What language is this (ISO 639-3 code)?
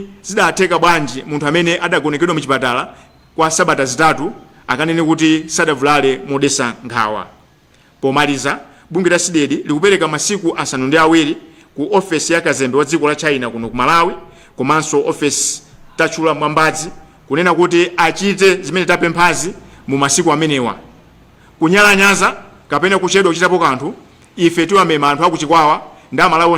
nya